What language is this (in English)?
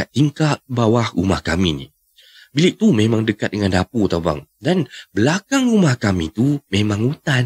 Malay